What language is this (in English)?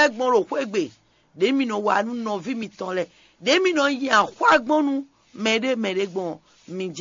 Fon